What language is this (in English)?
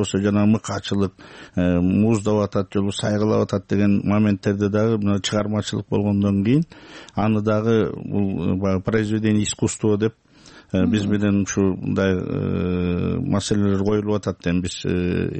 Kyrgyz